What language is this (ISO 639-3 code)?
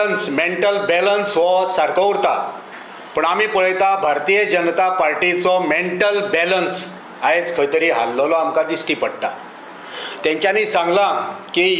kok